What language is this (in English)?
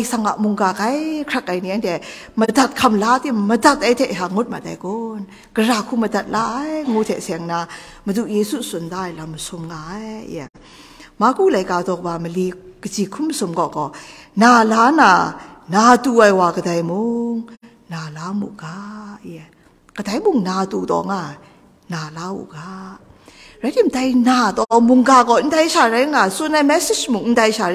Kachin